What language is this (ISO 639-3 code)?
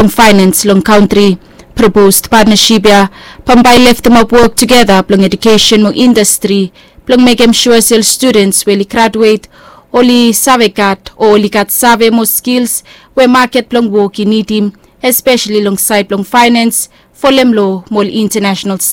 bis